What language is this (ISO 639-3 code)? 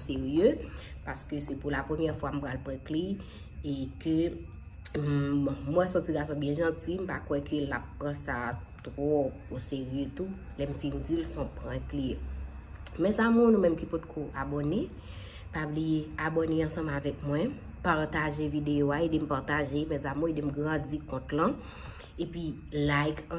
hat